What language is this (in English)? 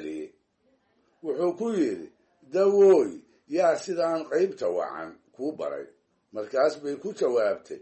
Somali